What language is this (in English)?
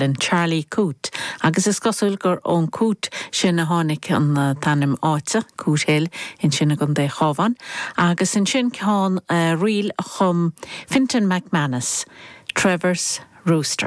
Irish